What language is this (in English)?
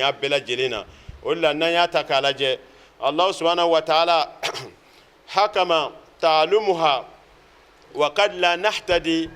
Bambara